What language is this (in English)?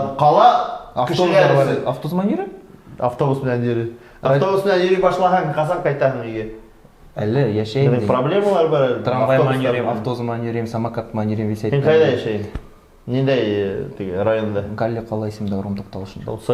Bashkir